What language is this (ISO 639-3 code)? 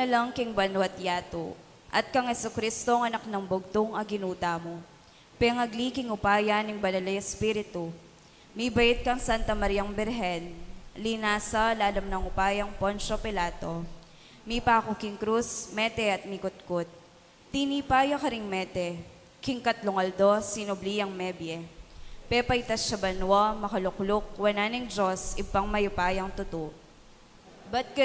pam